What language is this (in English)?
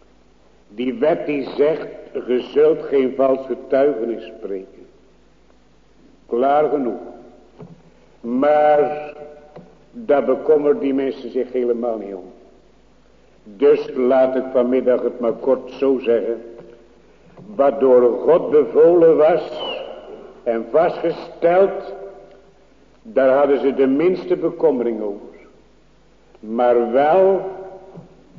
Dutch